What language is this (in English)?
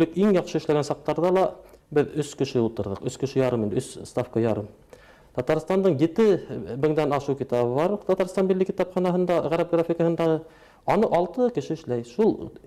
Bashkir